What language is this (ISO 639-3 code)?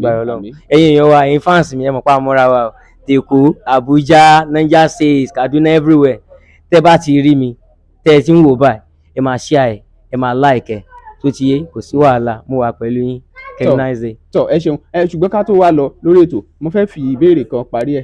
yor